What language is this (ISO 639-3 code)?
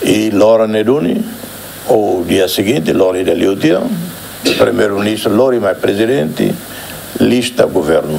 tet